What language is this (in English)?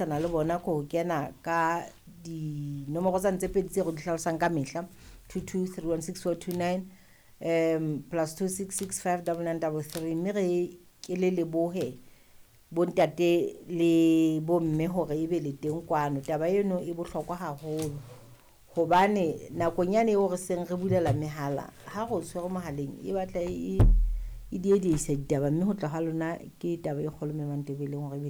Southern Sotho